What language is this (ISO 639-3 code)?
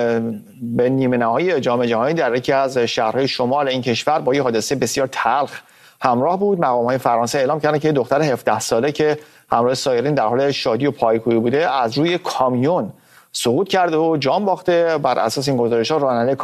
fas